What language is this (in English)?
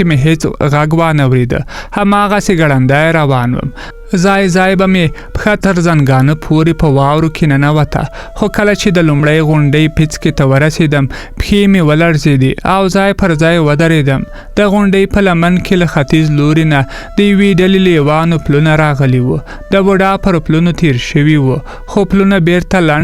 Pashto